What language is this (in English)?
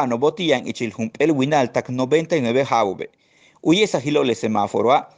Yucateco